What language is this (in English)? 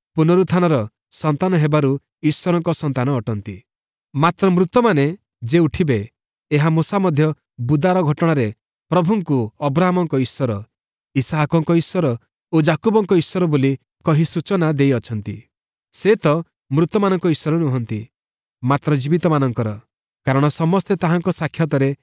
Odia